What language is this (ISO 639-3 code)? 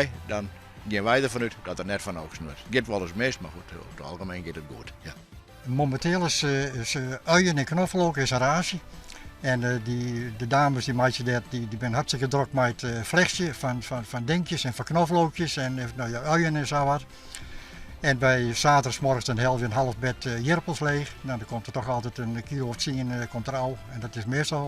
fry